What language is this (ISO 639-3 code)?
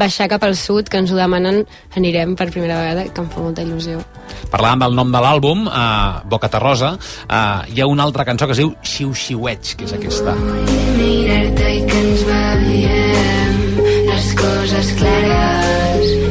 cat